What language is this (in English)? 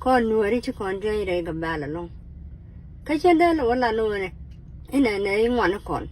Nuer